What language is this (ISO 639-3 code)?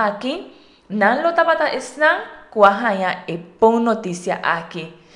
pap